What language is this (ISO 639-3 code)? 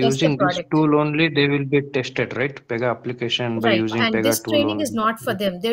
eng